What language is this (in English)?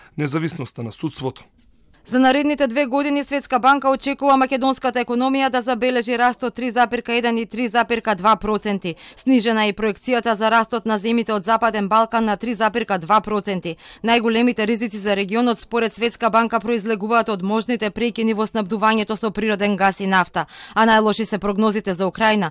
Macedonian